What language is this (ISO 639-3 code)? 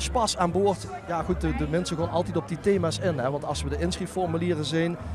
lim